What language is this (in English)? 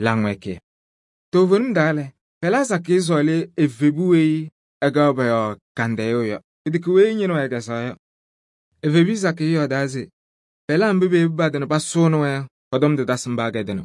Kabiyè